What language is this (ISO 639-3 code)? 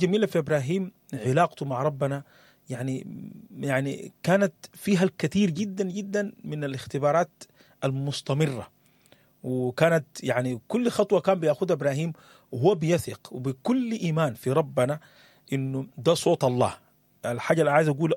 apd